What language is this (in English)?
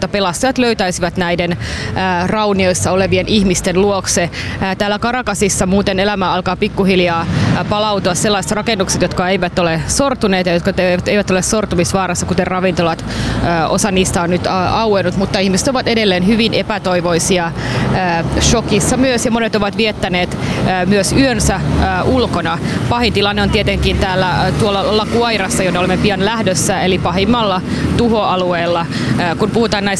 Finnish